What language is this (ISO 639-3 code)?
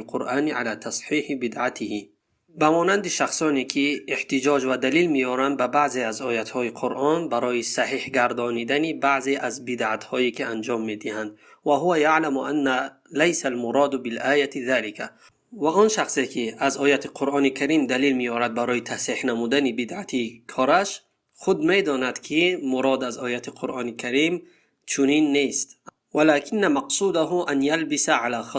tgk